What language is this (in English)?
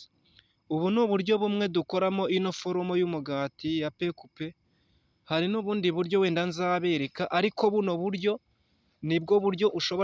Kinyarwanda